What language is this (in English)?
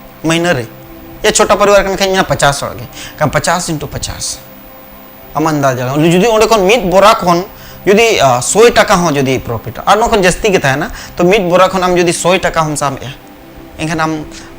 Santali